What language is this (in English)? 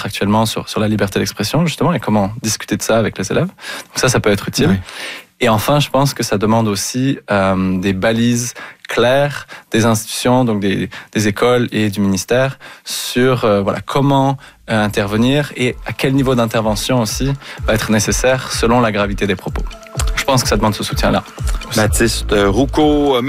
French